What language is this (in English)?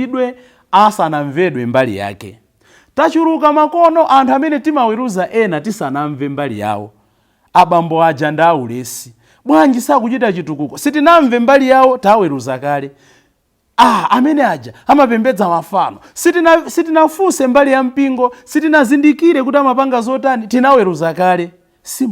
Nyanja